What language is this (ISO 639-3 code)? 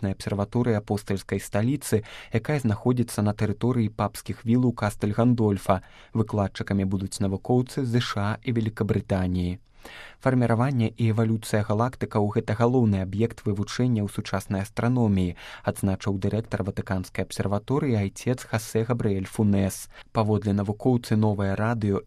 bel